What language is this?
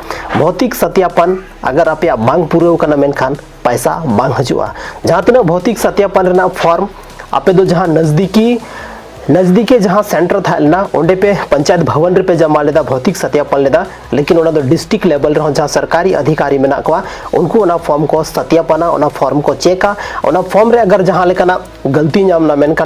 Santali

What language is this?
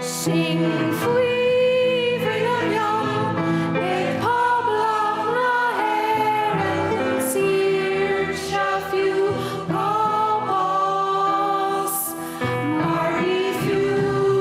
Irish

